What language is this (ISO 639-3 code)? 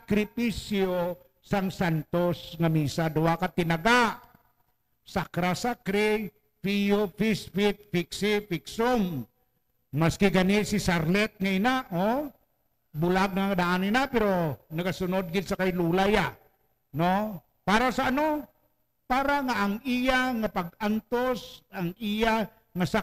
hil